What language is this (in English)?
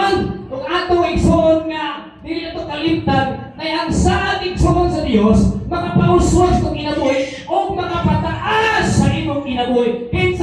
Cebuano